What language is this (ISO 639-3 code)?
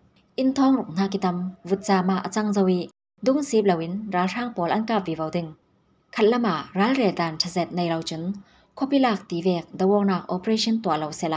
cfm